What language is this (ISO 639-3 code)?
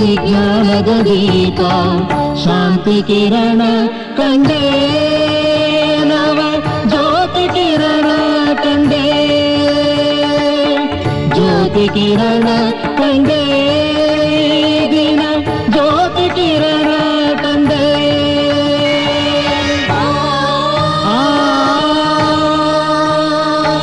kan